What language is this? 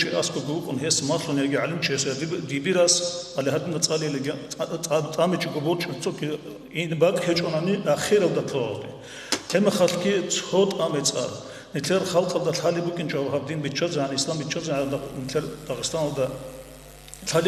Avaric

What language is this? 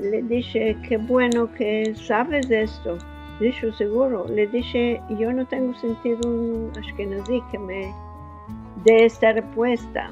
Ladino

